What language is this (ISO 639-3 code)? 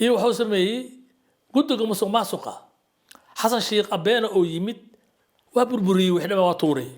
som